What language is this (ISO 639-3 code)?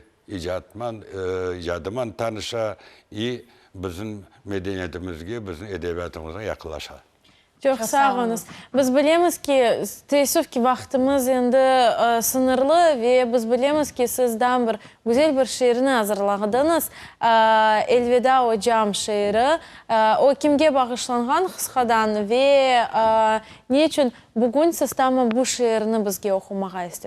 crh